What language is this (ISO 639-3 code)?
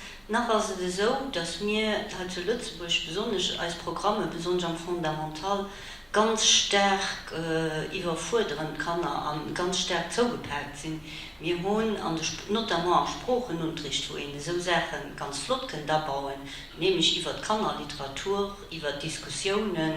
ltz